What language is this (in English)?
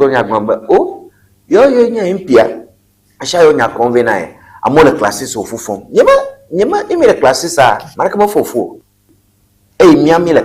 Ewe